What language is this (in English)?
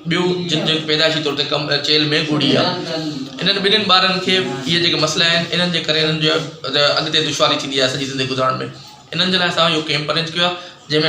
Sindhi